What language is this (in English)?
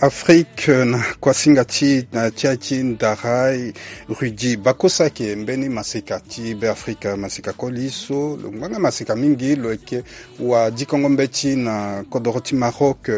Sango